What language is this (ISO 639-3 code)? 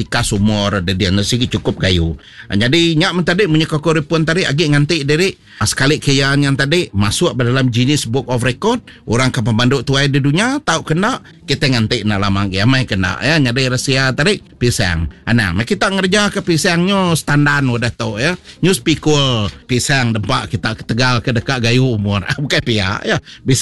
iba